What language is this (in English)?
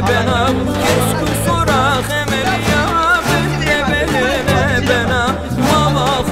Zaza